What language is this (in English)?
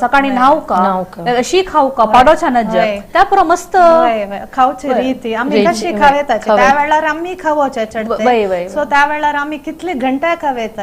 Konkani